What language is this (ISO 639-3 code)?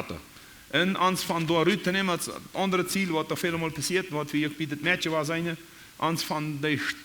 pdt